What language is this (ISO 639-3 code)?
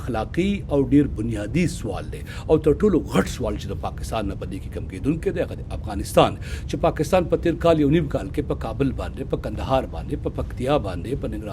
pus